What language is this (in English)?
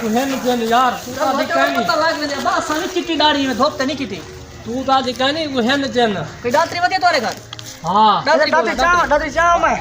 Saraiki